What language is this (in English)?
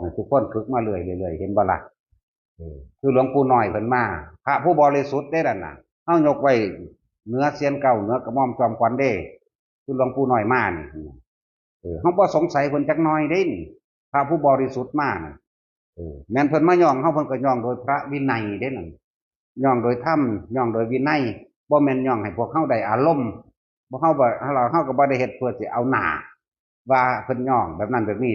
Northeastern Thai